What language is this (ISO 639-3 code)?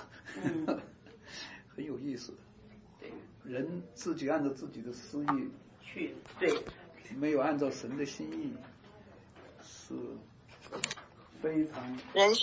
zho